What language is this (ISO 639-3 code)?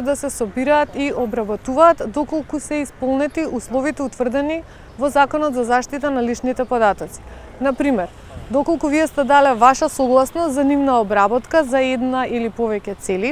mkd